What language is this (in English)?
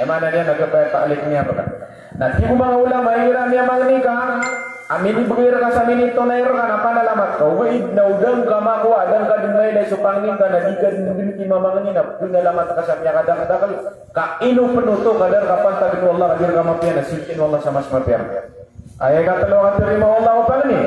Maranao